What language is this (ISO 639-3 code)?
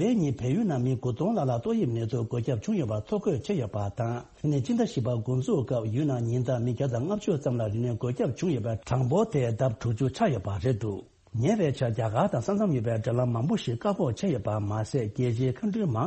bod